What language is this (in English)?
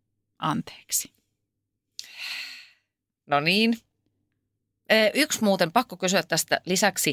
Finnish